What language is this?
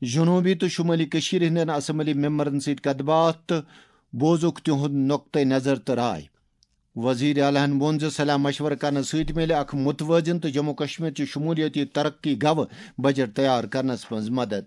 Kashmiri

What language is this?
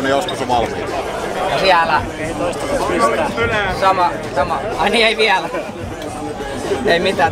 Finnish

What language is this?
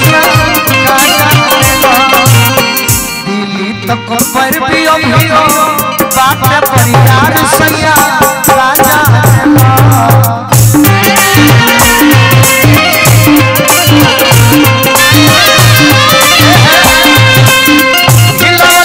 Bhojpuri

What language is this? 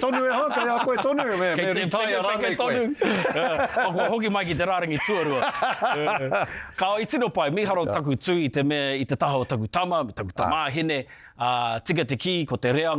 Māori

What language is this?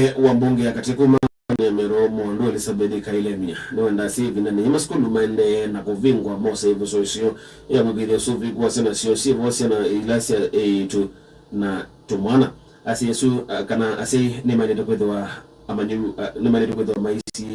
Kamba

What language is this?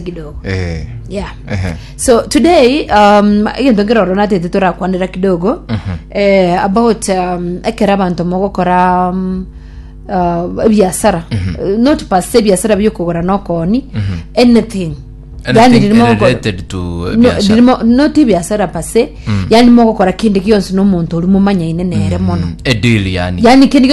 Gusii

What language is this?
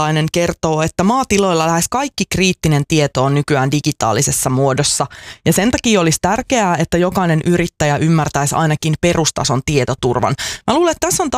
Finnish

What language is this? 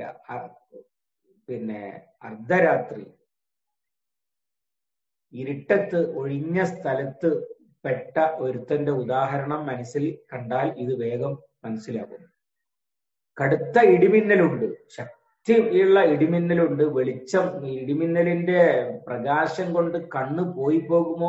Malayalam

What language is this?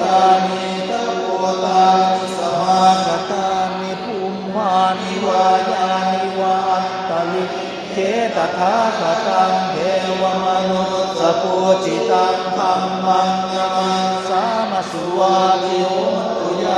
Pali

